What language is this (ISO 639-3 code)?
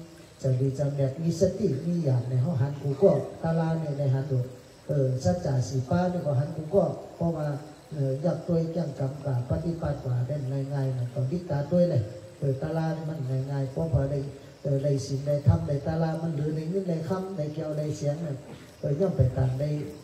tha